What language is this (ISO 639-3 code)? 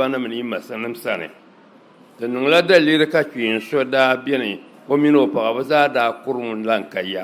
dag